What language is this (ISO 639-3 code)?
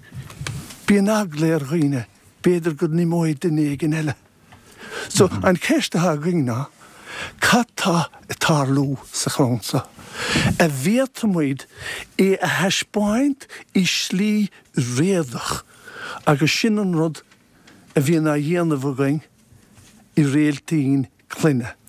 gle